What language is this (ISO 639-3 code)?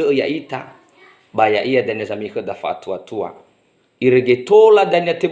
nia